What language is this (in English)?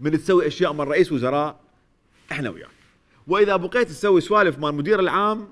Mesopotamian Arabic